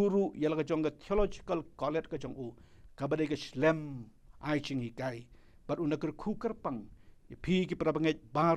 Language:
Khasi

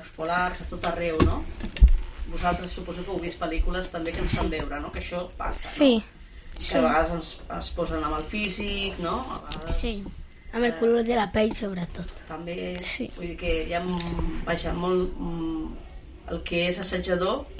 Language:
Catalan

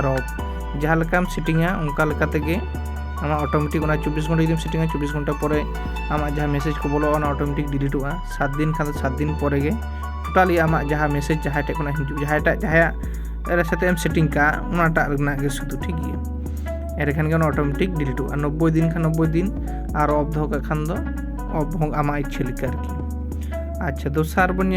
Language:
Santali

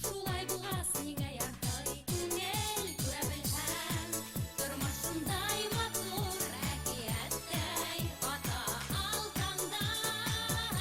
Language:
Bashkir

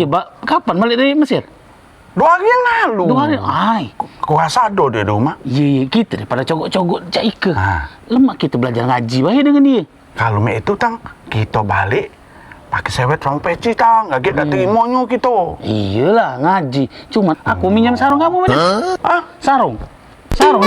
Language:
Musi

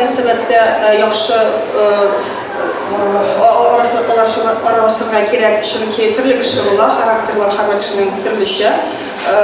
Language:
Tatar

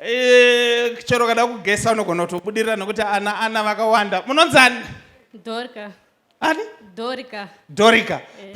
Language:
Shona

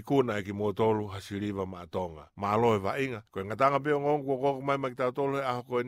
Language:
Tongan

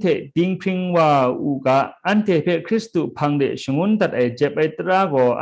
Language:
Kachin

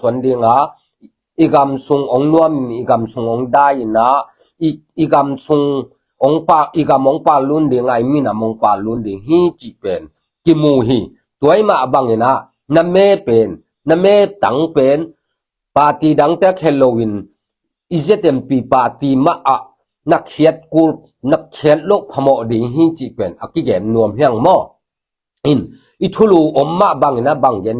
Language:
Tedim Chin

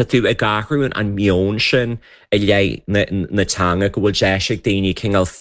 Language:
Irish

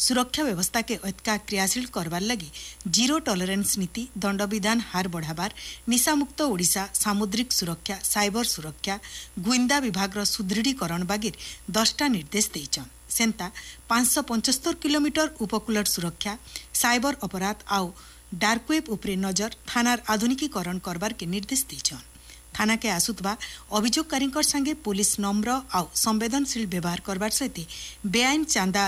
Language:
Odia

